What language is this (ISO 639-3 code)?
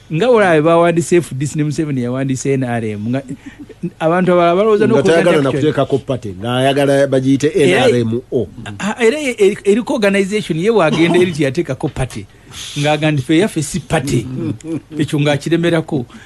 lug